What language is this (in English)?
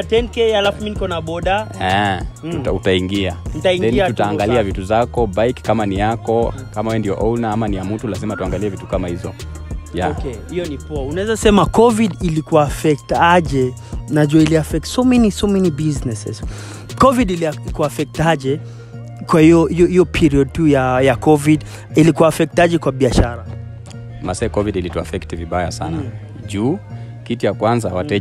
Swahili